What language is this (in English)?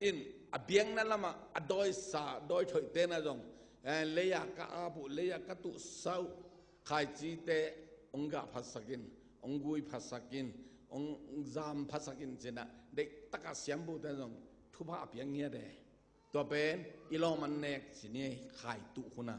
Tedim Chin